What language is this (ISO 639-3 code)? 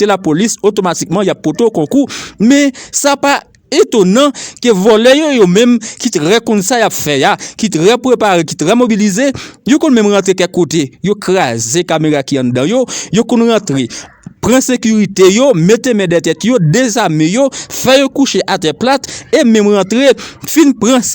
hat